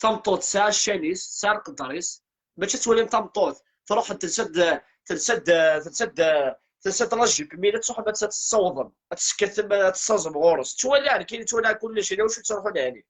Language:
Kabyle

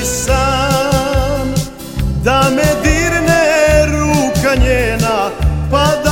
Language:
Serbian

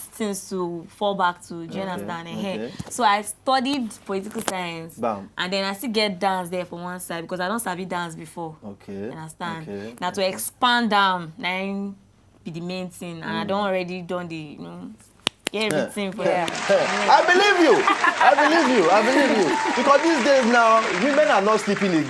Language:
Nigerian Pidgin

